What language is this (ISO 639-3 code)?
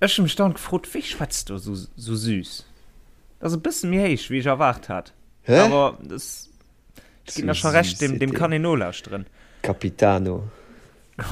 ltz